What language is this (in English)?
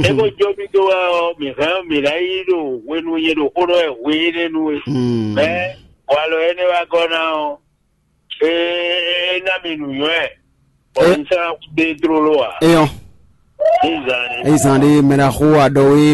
Fon